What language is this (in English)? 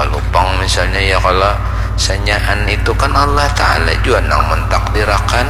Banjar